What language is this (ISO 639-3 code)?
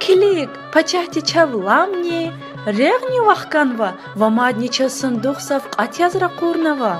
lez